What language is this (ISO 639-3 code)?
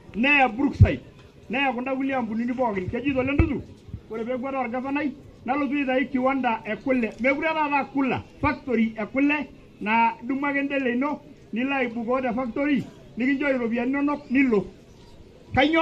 mas